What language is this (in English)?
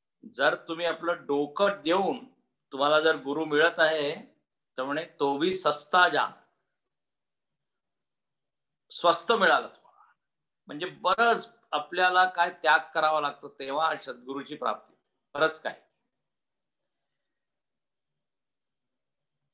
Marathi